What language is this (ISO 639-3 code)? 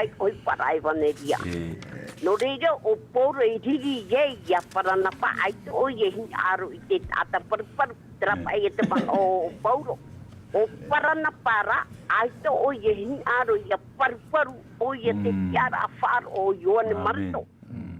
tah